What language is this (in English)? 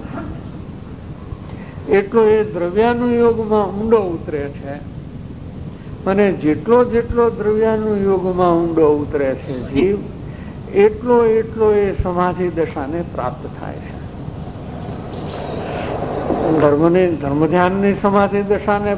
Gujarati